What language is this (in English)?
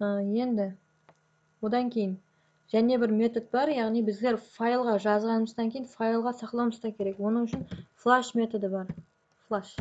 Kara-Kalpak